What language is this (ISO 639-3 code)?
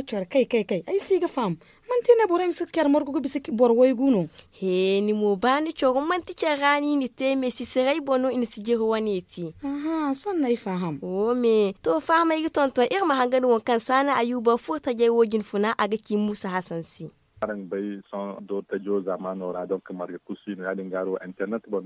dje